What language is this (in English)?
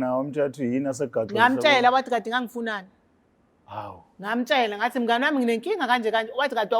Zulu